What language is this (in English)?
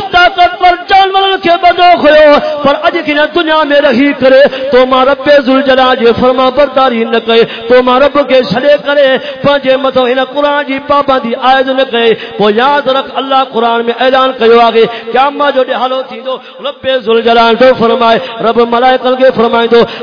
Saraiki